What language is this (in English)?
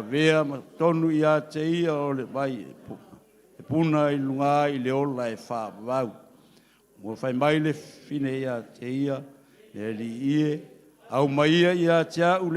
Samoan